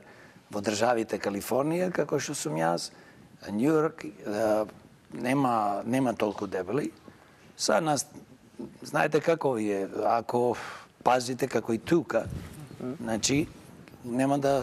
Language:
Macedonian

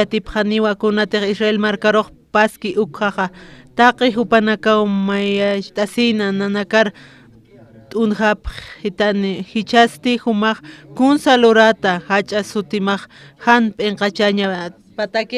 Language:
Aymara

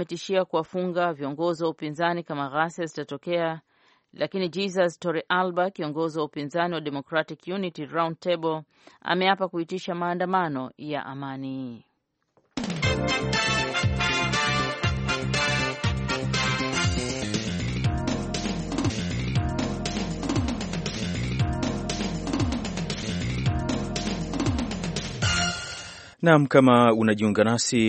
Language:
Swahili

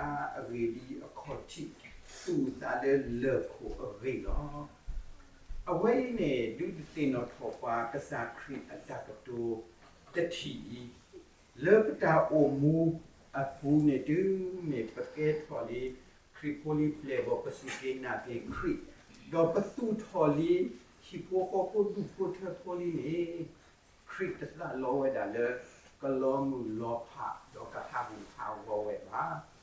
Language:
S'gaw Karen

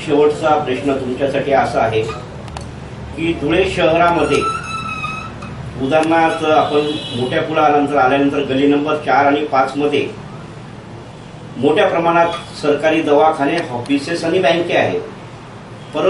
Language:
Marathi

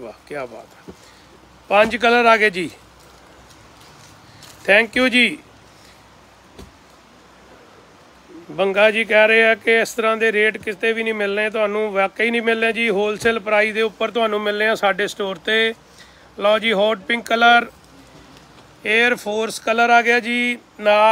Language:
Punjabi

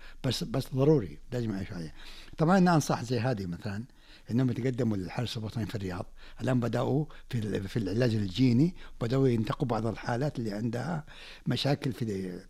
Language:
Najdi Arabic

